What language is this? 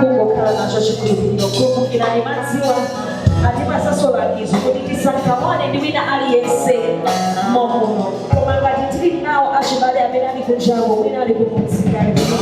Nyanja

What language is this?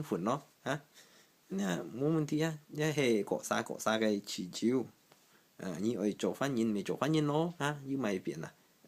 Hakka Chinese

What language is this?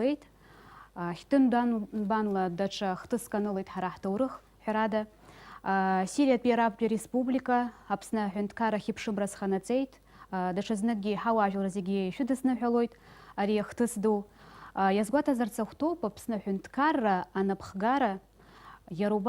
Abkhazian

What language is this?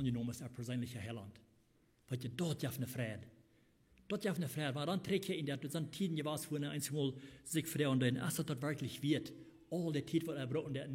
Plautdietsch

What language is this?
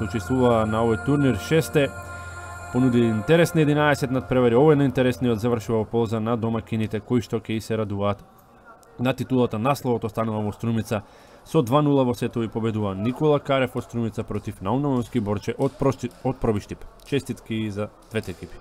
Macedonian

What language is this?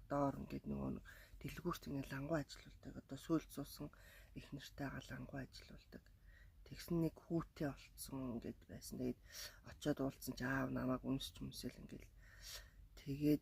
Mongolian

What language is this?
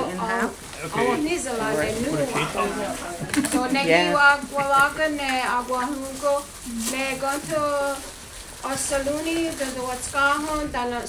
Mohawk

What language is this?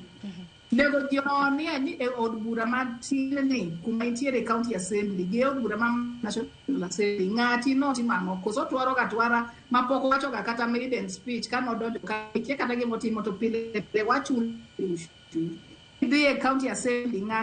Luo (Kenya and Tanzania)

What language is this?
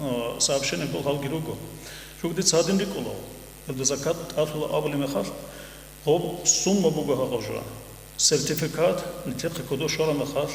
Avaric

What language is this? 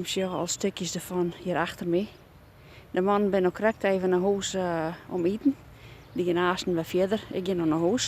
Western Frisian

